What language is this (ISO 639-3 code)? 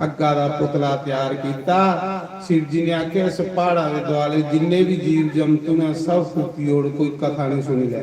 doi